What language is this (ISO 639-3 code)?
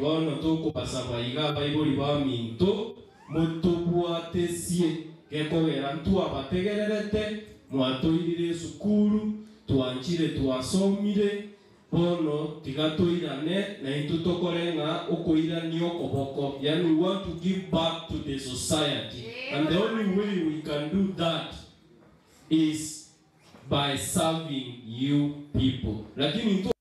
guz